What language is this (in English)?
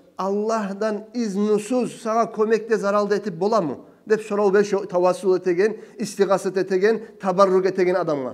Kumyk